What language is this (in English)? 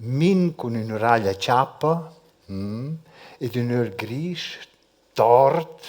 Romansh